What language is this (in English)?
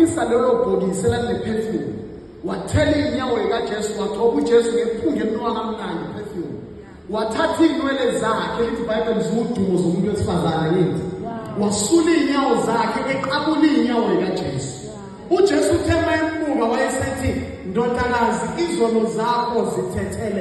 Zulu